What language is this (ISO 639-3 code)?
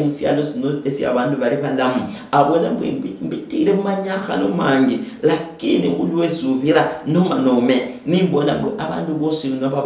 luy